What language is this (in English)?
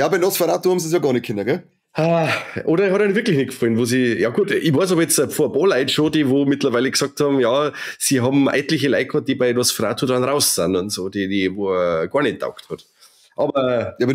Bavarian